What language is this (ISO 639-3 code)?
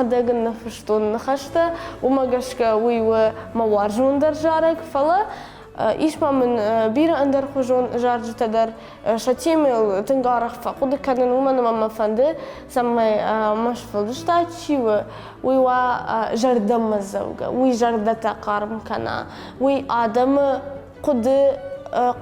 oss